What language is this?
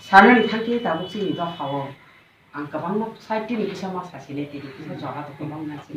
Kok Borok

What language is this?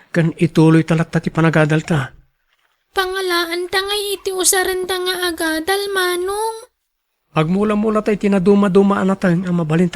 Iloko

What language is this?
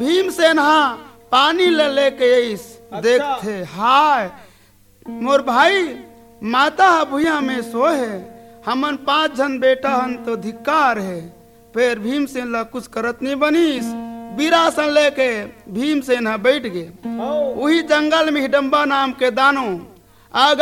Chhattisgarhi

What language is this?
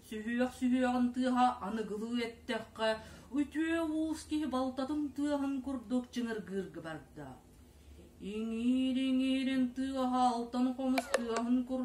Yakut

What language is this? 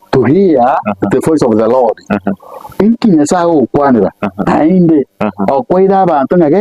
Gusii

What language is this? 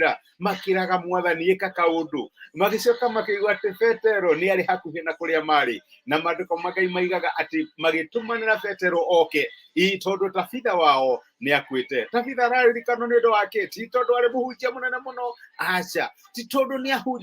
Kikuyu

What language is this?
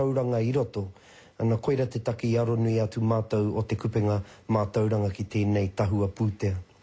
Māori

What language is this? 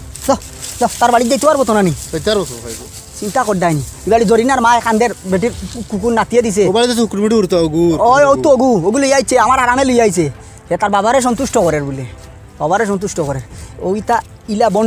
Sylheti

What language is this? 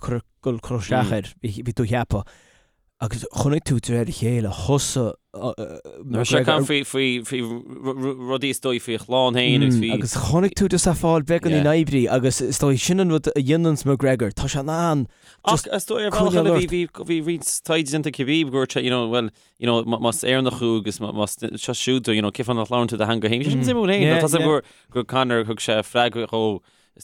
Irish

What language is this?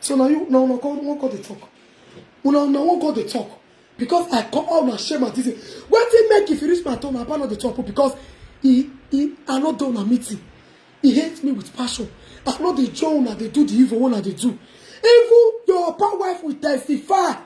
Nigerian Pidgin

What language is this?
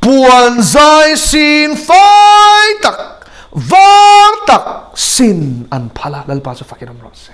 Mizo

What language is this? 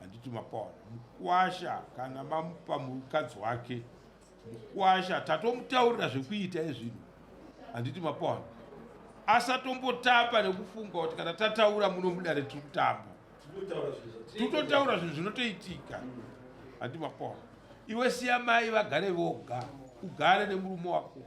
Shona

